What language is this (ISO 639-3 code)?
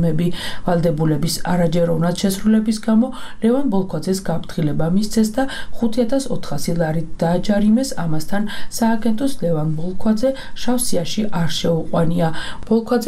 kat